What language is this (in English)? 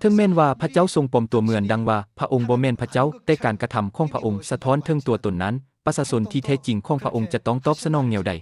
Lao